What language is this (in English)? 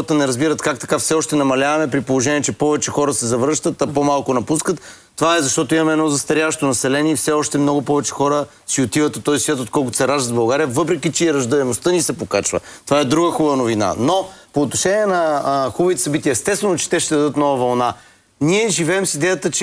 Bulgarian